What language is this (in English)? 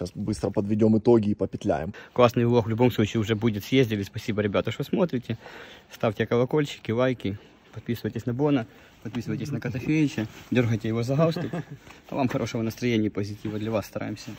Russian